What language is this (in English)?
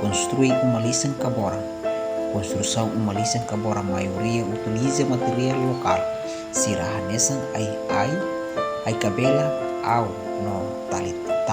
Tetum